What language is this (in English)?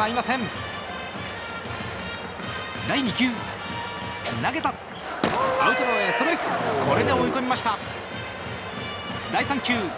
Japanese